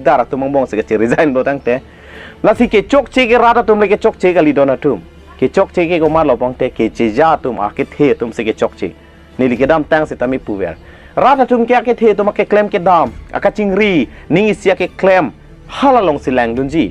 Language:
Karbi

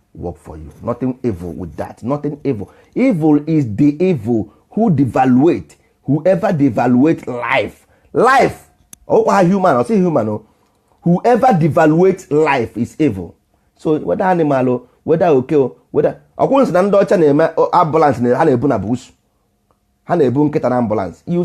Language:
Igbo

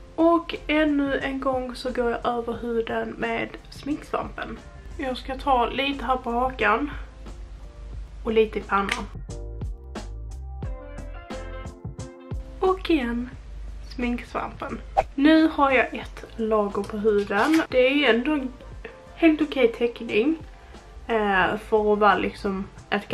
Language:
Swedish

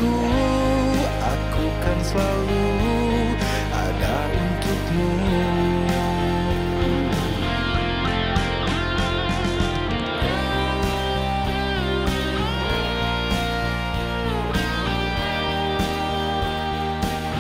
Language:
Indonesian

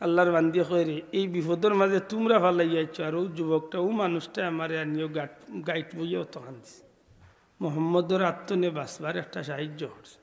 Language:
Sylheti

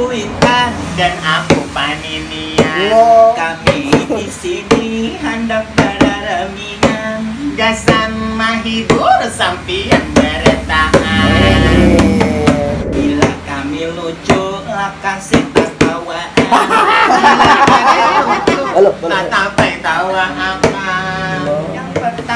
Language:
Banjar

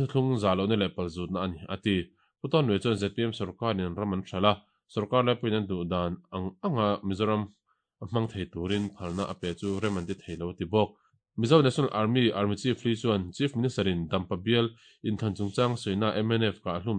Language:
Mizo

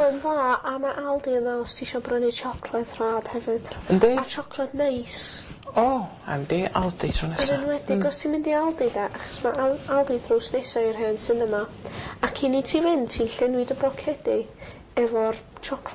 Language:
Welsh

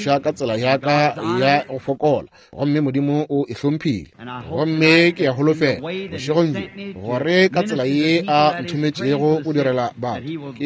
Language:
Northern Sotho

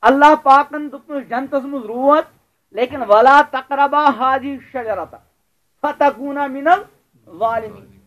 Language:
Kashmiri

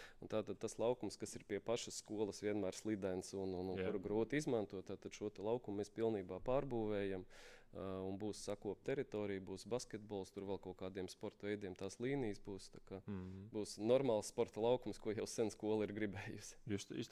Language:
Latvian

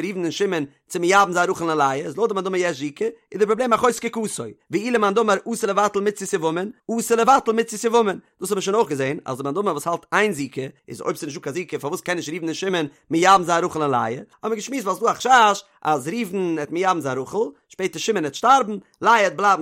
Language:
Yiddish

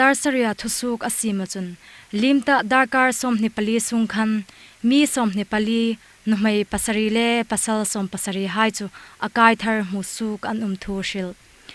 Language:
Hmar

